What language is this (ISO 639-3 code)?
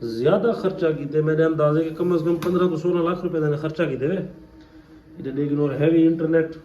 skr